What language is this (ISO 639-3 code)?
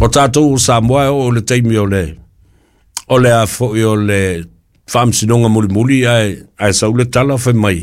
smo